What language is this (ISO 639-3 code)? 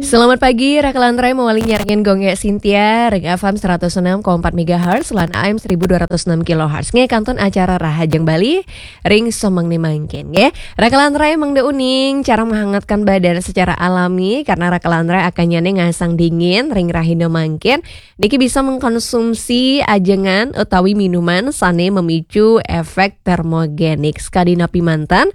ban